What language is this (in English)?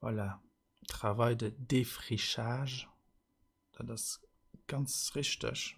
Luxembourgish